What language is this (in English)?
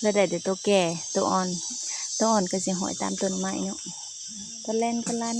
Lao